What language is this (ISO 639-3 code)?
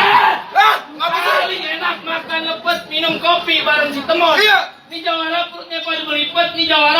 bew